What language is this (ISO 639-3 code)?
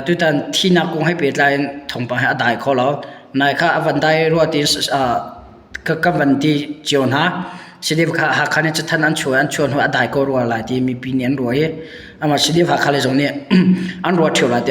cnh